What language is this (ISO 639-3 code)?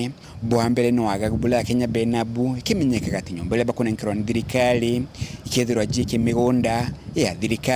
mer